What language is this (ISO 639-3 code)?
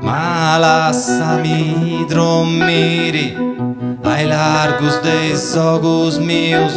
srd